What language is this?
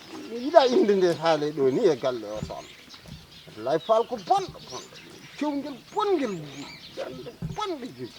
Fula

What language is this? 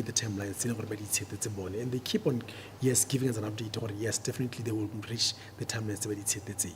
Tswana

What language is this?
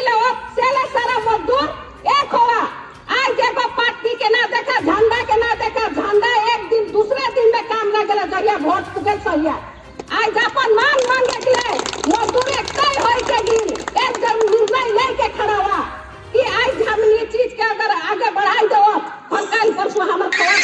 Sadri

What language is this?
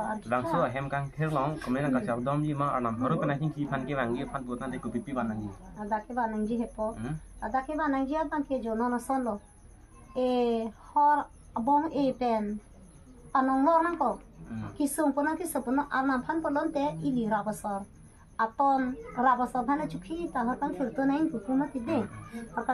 Karbi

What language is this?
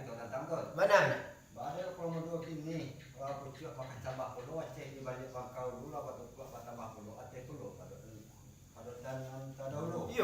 Minangkabau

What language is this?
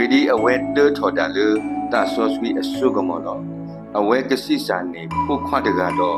S'gaw Karen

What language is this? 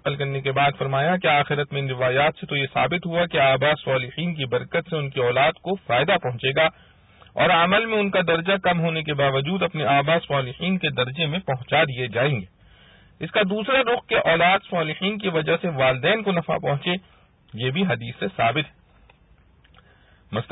Urdu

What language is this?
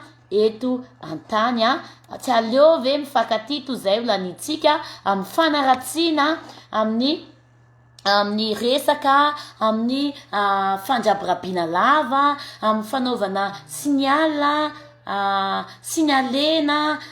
Malagasy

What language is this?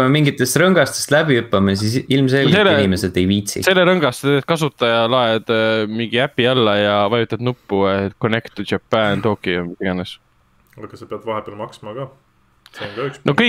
Estonian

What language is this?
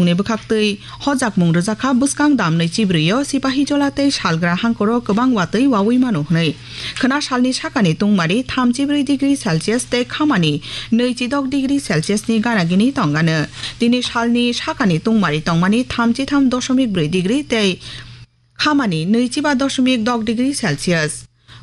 Kok Borok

